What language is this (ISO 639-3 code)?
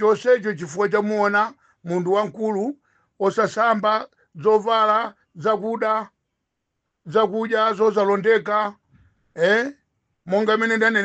nya